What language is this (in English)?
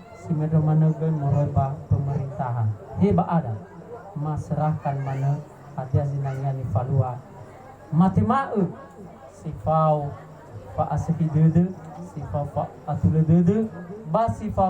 Nias